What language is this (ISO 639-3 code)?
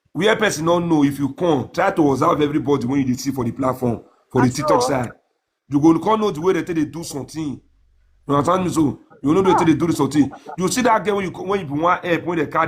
pcm